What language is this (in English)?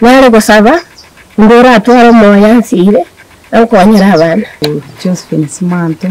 Gusii